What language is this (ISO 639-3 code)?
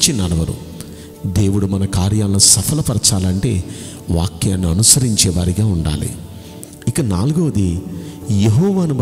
tel